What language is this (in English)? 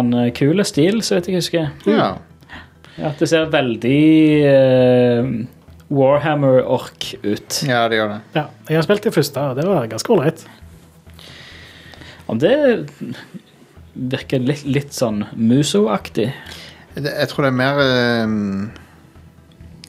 Norwegian